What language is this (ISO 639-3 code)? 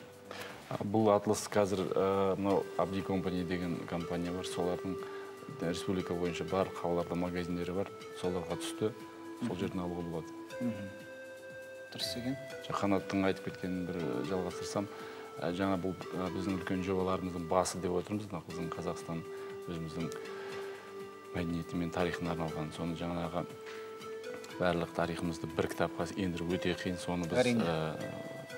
kaz